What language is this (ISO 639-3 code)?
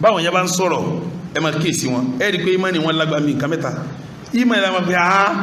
yor